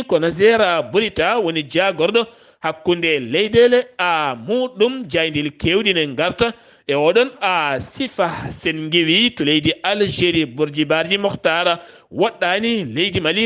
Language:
Fula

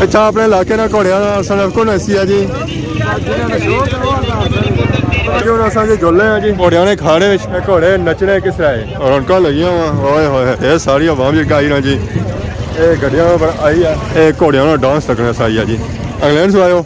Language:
Pahari-Potwari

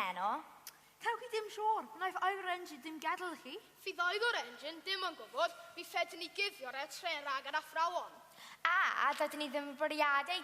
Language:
Welsh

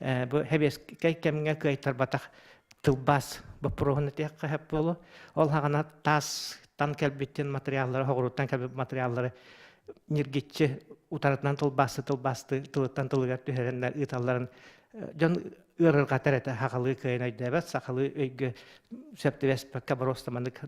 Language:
Yakut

